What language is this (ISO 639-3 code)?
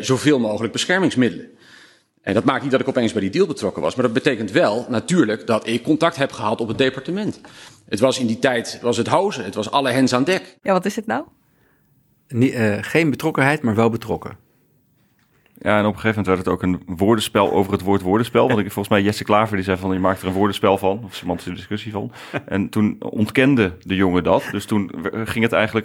nld